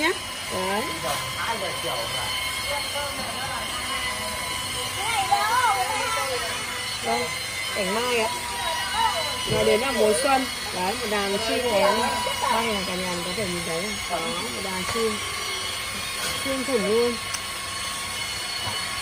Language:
Vietnamese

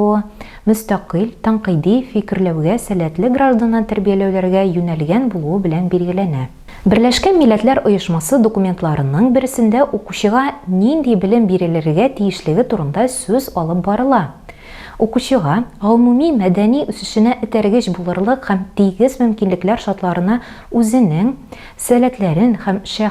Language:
Tatar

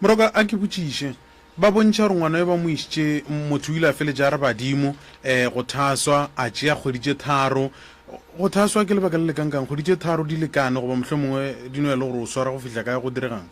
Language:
Northern Sotho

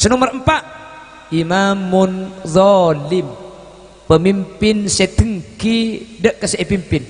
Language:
Madurese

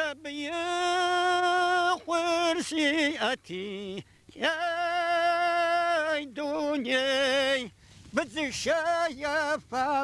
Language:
Kabardian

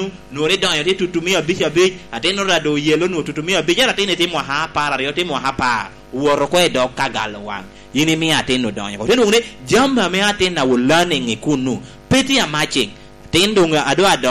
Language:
Lango (Uganda)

